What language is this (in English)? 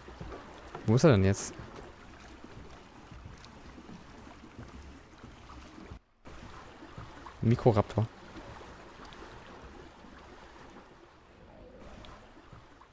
German